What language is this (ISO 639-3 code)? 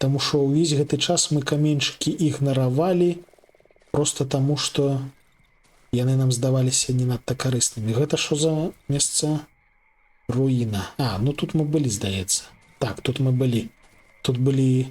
bel